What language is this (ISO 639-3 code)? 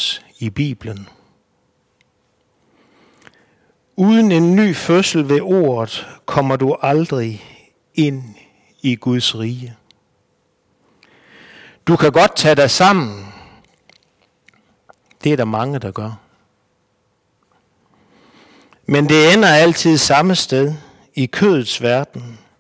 dan